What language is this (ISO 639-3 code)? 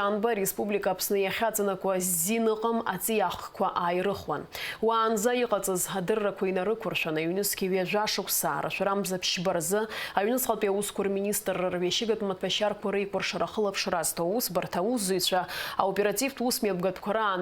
abk